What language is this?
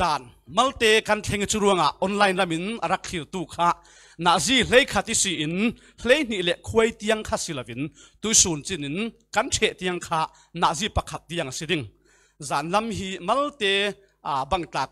Falam Chin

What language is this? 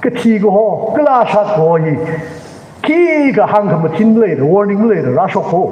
Tangkhul Naga (India)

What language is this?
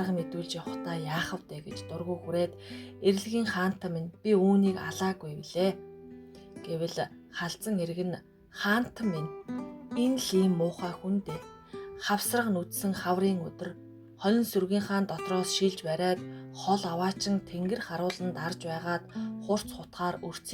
Mongolian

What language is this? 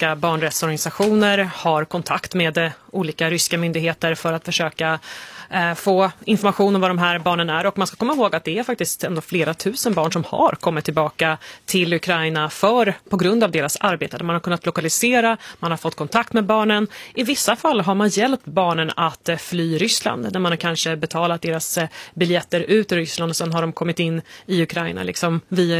Swedish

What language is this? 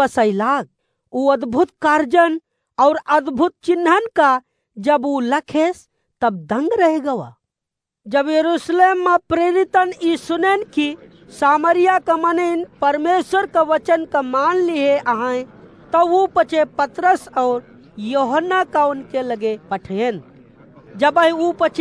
Awadhi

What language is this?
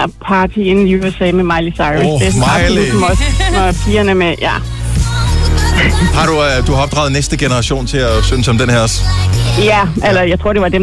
Danish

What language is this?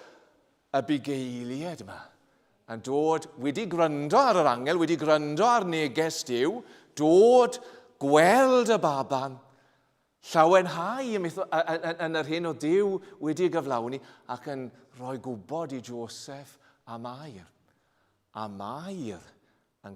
Welsh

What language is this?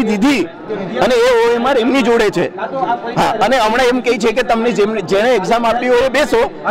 Gujarati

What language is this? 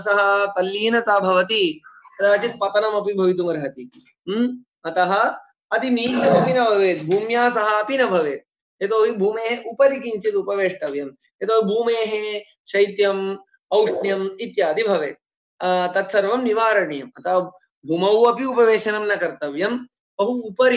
Sanskrit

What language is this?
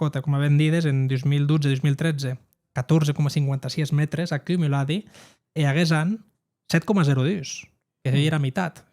Occitan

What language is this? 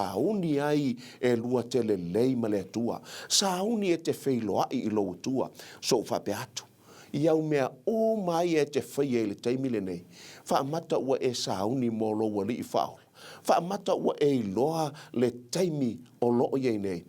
Samoan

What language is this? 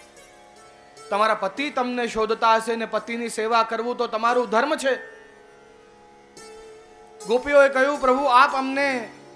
Gujarati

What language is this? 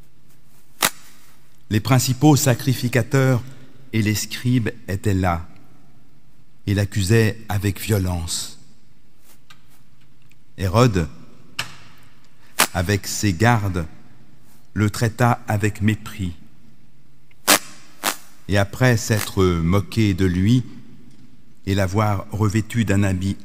French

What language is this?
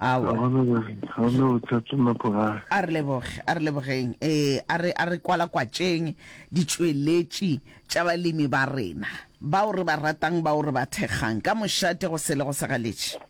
Northern Sotho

